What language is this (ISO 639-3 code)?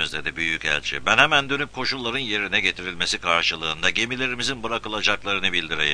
tur